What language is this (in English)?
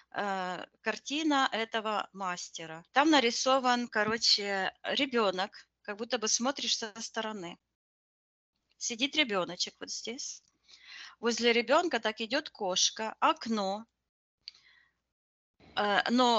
Russian